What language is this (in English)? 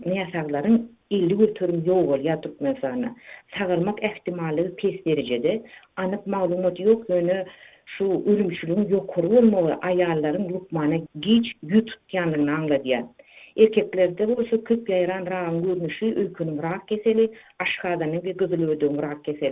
Turkmen